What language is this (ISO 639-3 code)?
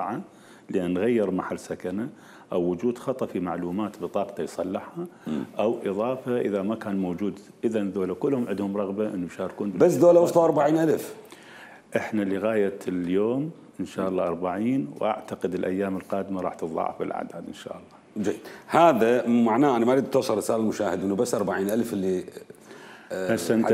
acm